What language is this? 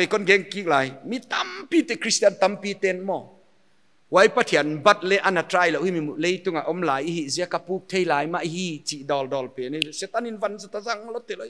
Paite Chin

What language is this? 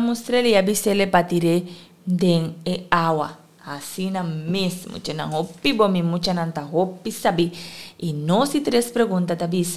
Papiamento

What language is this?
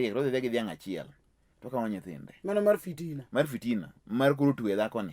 Luo (Kenya and Tanzania)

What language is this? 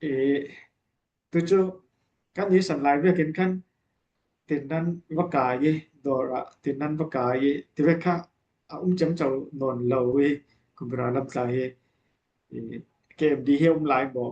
Falam Chin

